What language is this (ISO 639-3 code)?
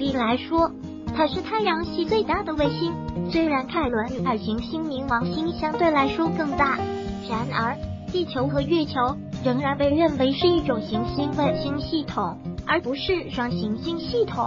zho